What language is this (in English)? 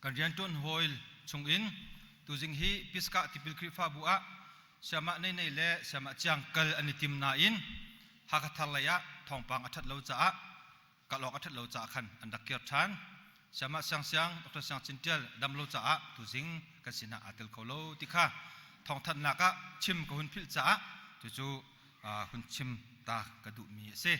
Hakha Chin